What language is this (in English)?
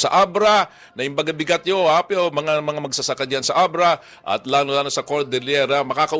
Filipino